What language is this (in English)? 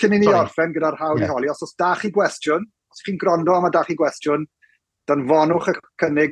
Welsh